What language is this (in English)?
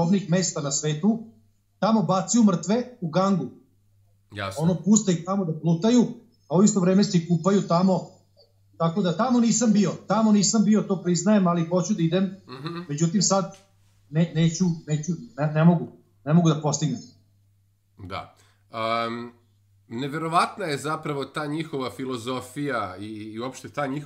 Serbian